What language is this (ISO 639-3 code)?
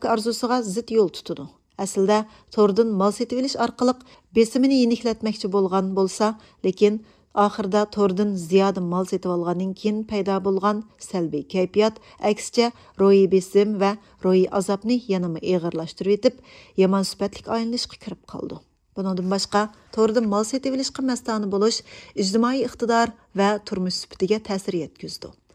uig